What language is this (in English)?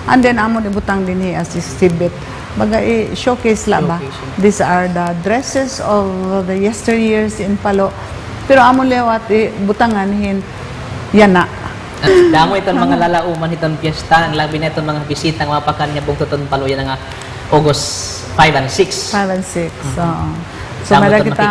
Waray